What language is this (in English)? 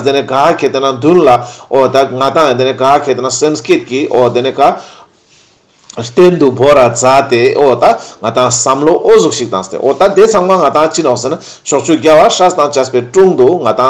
Ladakhi